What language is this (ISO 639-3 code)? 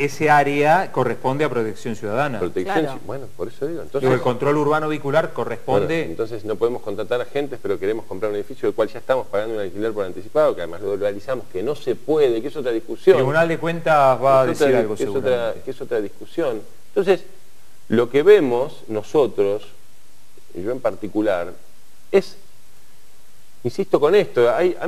spa